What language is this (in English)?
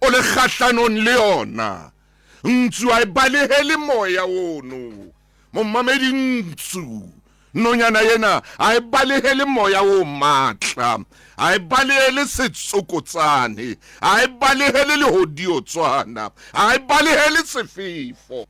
Southern Sotho